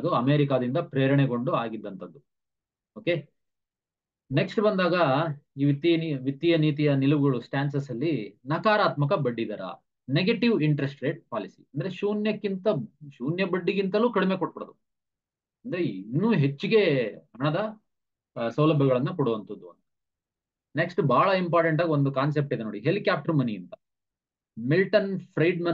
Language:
Kannada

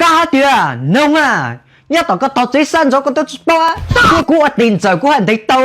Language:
Hmong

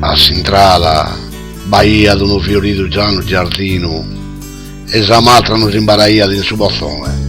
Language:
Sardinian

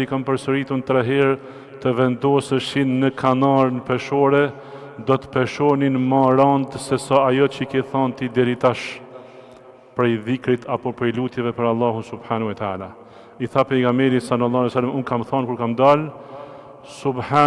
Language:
Albanian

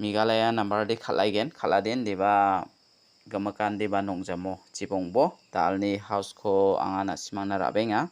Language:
Garo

